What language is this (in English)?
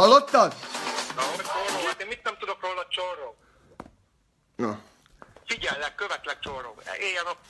Hungarian